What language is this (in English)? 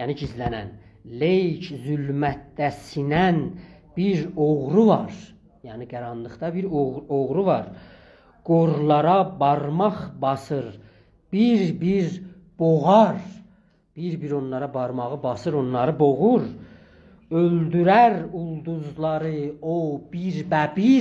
South Azerbaijani